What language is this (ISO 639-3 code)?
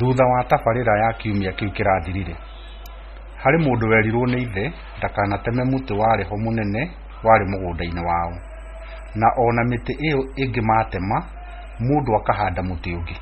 kik